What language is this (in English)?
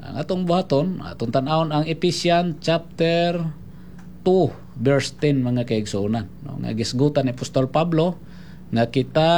Cebuano